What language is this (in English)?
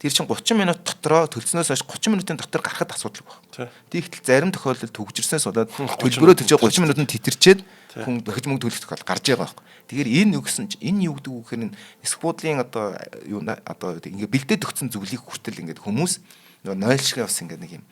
Mongolian